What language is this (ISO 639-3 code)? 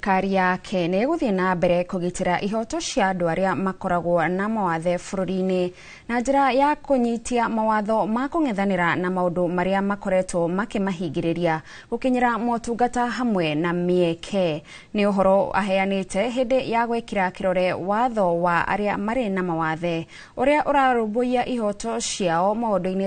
kik